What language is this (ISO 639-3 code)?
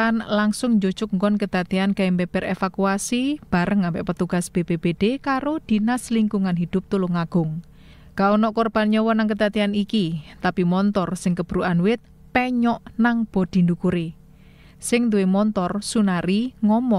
jav